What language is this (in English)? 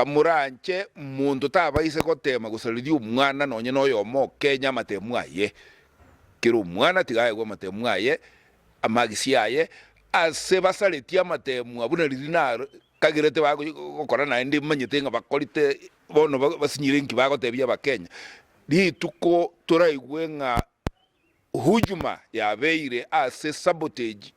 Gusii